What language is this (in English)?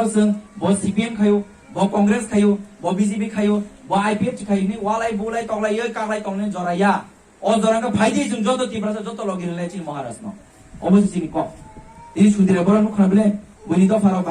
Kok Borok